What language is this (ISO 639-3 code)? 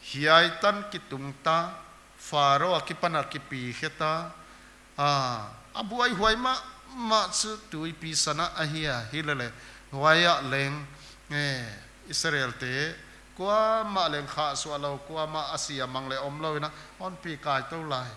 pck